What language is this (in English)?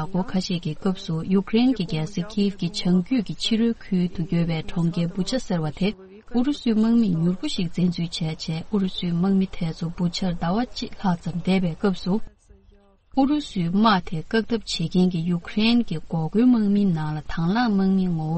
Tibetan